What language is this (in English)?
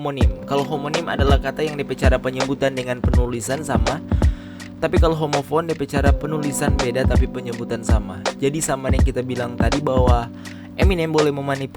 Manado Malay